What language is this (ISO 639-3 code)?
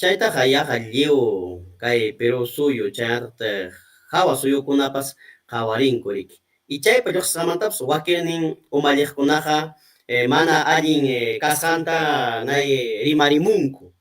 quy